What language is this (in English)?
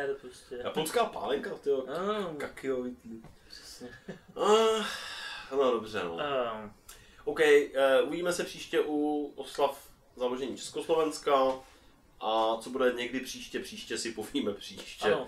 Czech